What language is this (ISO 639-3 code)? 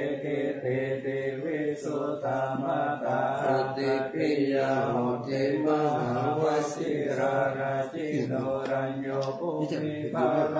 pli